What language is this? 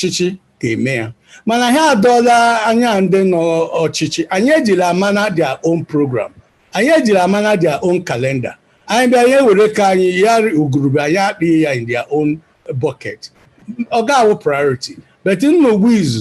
Igbo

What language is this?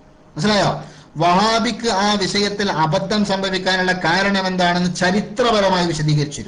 Malayalam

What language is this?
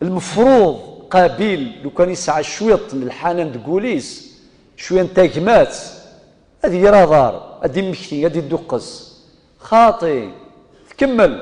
Kabyle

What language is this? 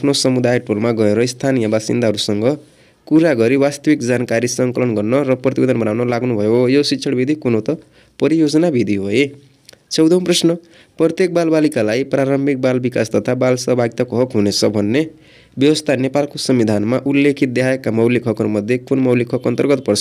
Nepali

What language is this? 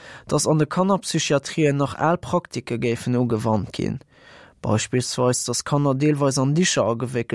Luxembourgish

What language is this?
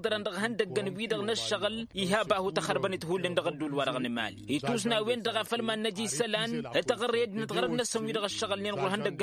Tamasheq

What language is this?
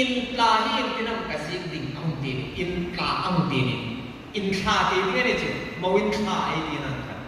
Hmar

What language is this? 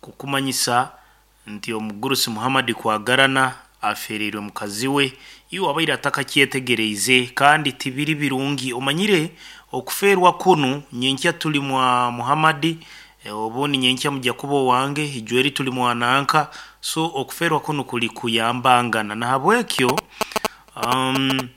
Nyoro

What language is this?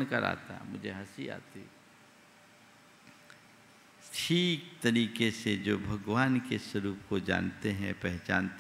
Hindi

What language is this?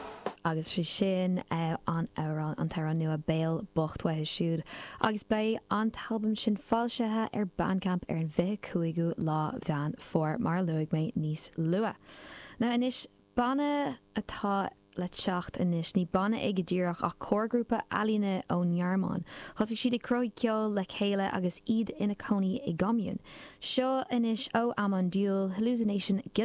Irish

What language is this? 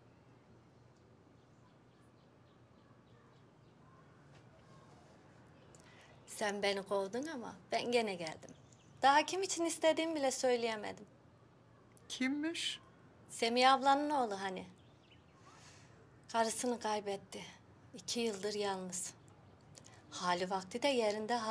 Turkish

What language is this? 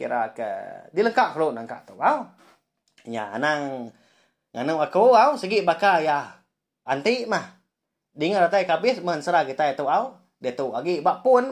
Iban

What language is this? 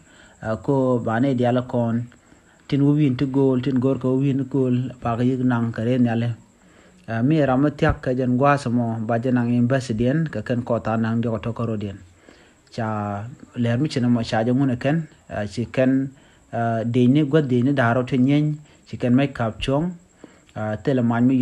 Nuer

